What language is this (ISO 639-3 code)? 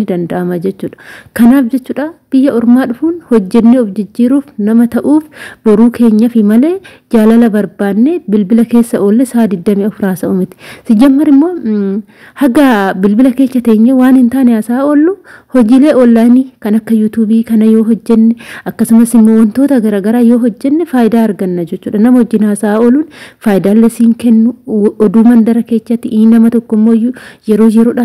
orm